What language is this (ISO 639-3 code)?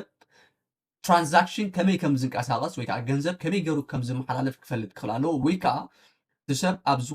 tir